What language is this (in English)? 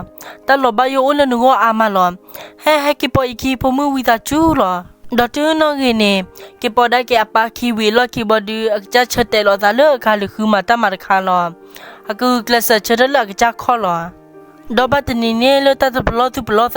S'gaw Karen